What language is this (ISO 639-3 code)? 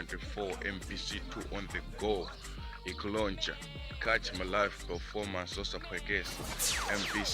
nya